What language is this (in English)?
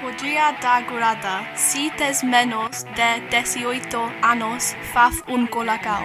Galician